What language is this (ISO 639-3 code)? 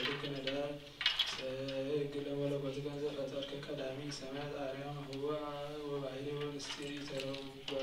gez